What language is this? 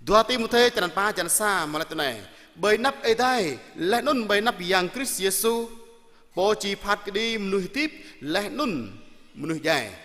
Jarai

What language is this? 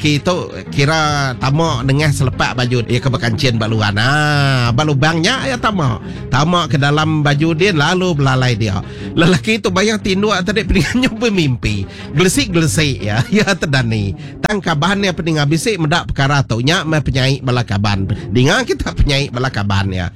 Iban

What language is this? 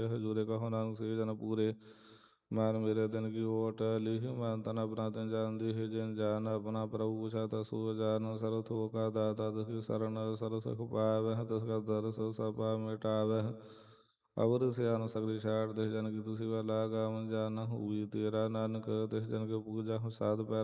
Punjabi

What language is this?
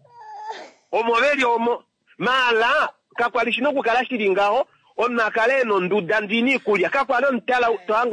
Kuanyama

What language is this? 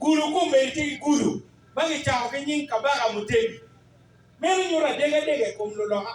Acoli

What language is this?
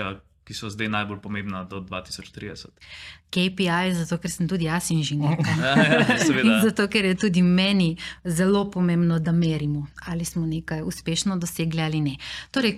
Slovenian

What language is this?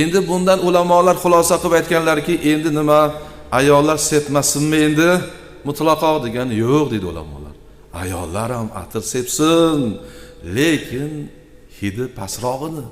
Uzbek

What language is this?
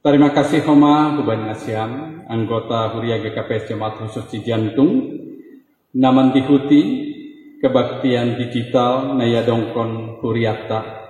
Batak Simalungun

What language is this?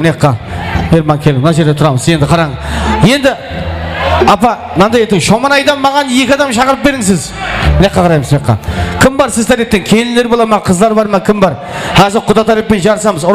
Kara-Kalpak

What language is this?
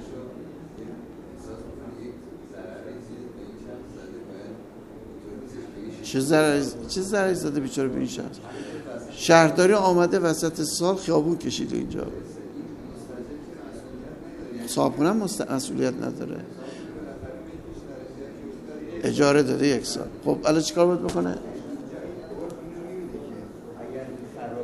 Persian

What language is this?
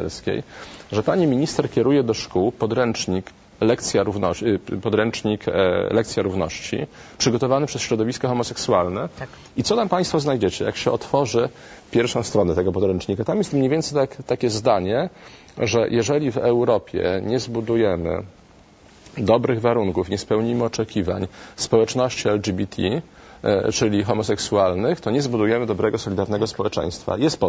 Polish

